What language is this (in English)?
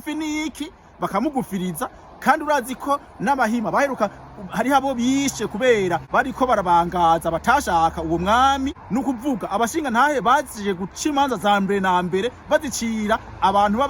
Rundi